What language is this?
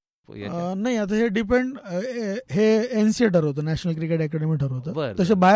Marathi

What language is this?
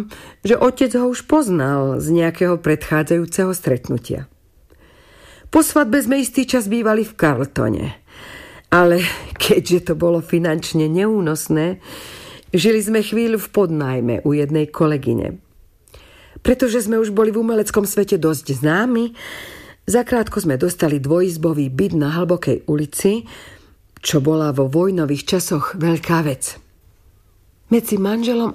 Slovak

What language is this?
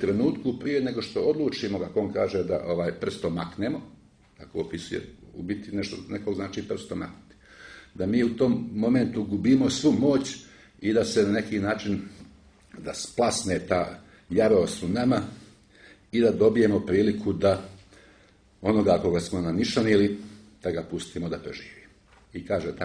Croatian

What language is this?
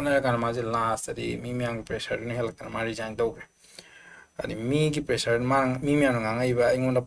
Manipuri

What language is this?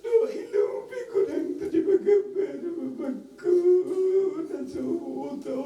Batak Toba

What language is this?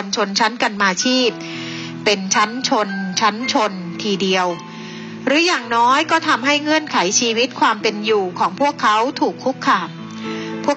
Thai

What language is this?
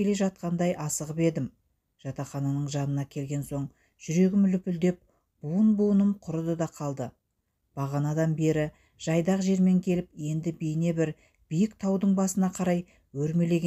Kazakh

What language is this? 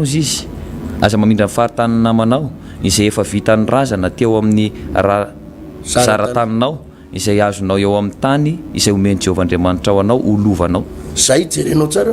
Malagasy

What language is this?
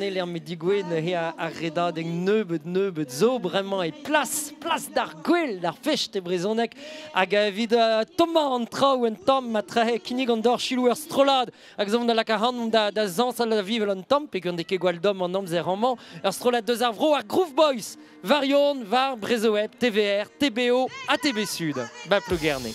Breton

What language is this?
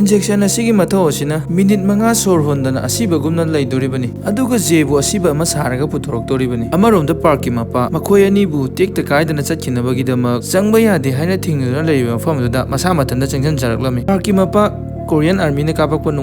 Manipuri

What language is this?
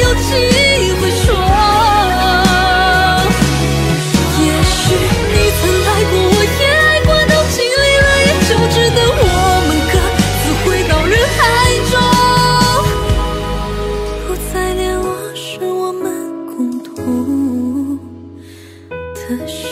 Chinese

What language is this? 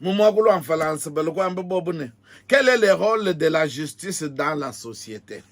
Luba-Lulua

